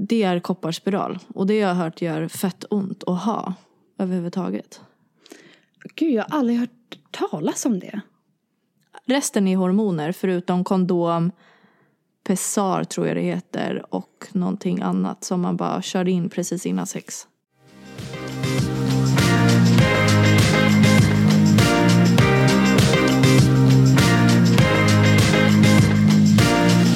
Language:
Swedish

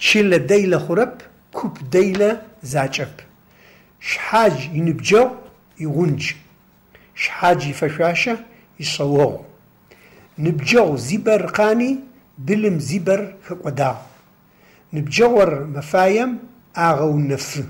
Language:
Adyghe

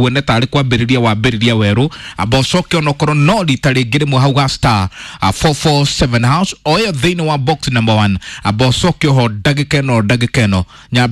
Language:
Kikuyu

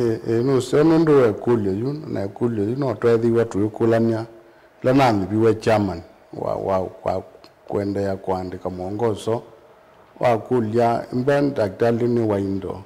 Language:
Kamba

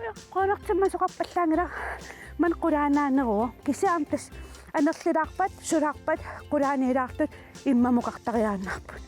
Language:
Kalaallisut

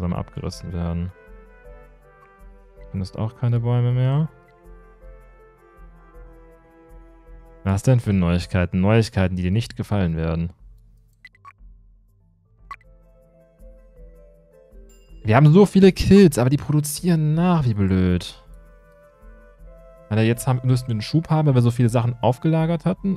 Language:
German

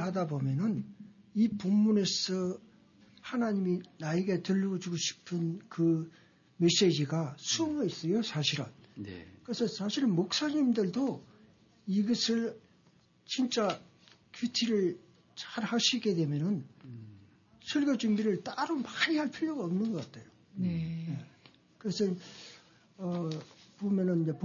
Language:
Korean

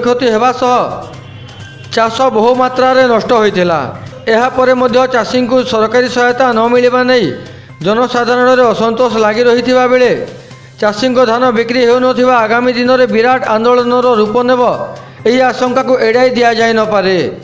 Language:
Odia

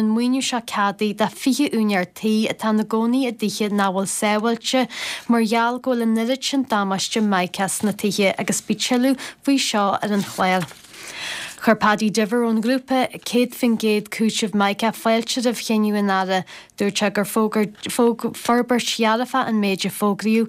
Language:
Irish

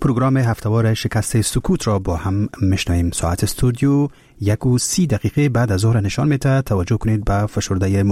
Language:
Persian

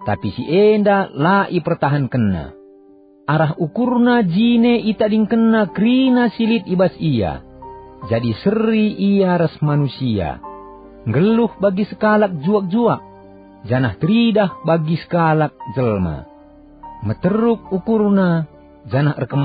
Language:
Batak Karo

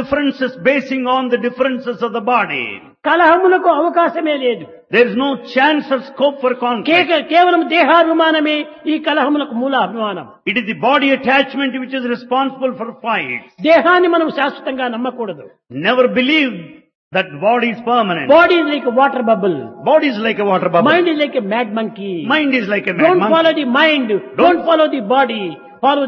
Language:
Telugu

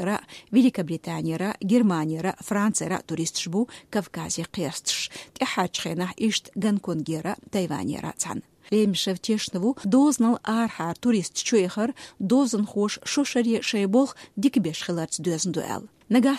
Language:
Chechen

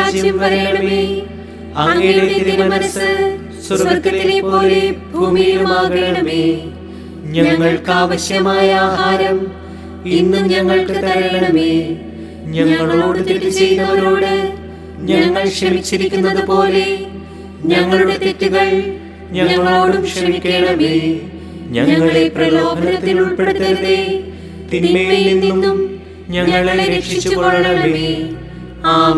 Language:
Malayalam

